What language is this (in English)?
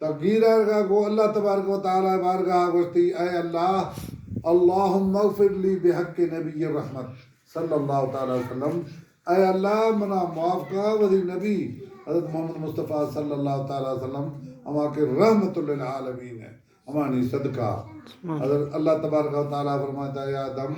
Baluchi